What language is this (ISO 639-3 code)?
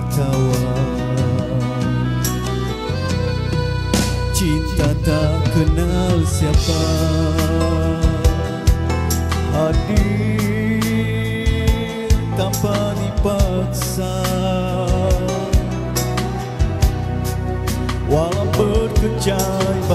msa